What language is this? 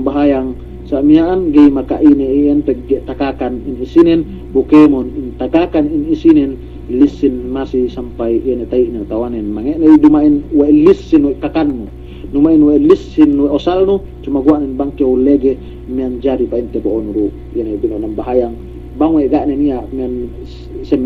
Yakan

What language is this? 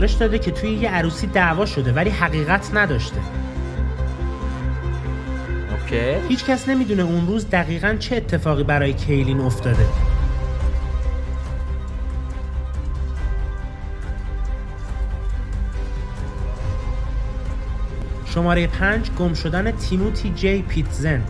Persian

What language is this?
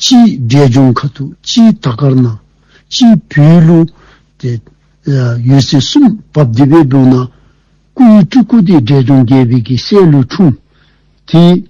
Dzongkha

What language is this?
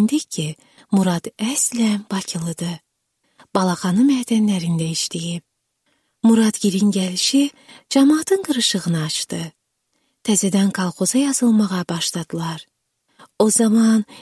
Azerbaijani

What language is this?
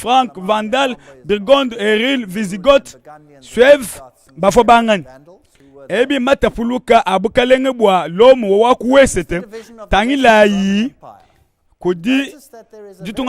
Luba-Lulua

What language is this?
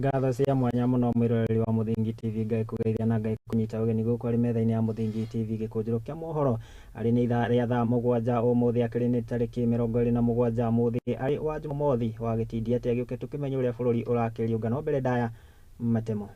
Kikuyu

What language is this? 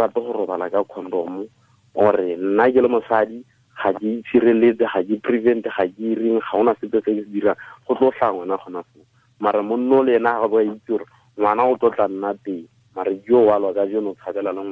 Tswana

